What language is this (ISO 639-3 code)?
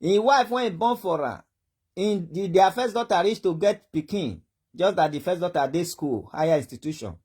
pcm